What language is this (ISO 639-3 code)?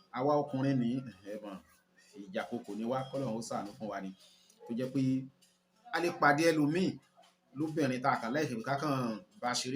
yor